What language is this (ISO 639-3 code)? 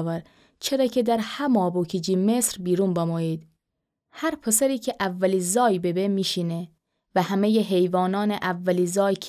glk